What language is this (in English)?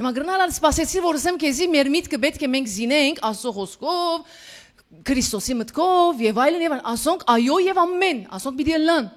Western Armenian